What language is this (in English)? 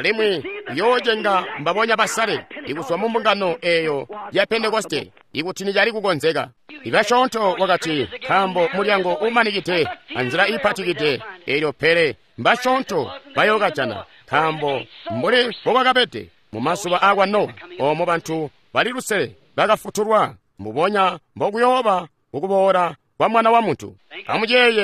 Tonga (Zambia)